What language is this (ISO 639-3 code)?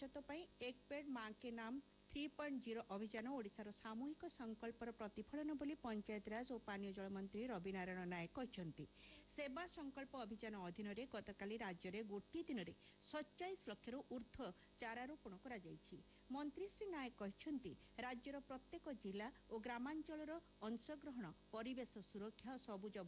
ori